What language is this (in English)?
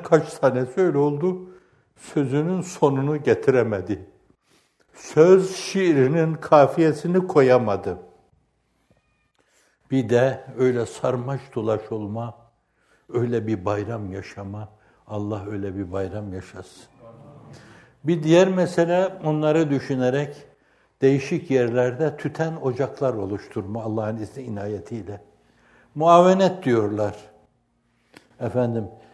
Turkish